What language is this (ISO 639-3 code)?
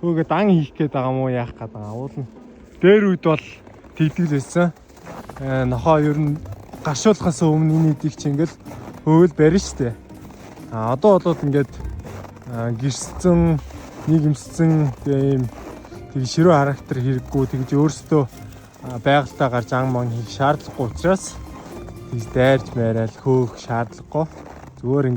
mon